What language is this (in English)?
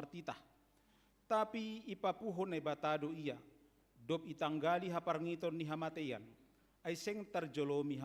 Batak Simalungun